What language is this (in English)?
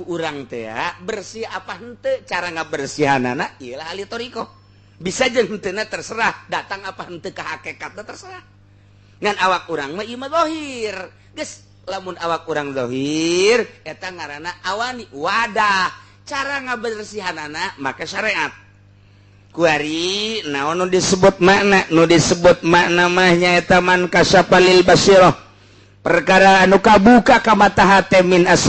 Sundanese